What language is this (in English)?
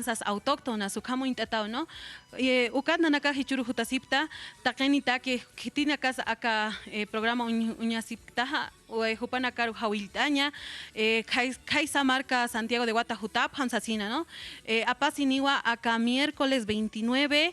Aymara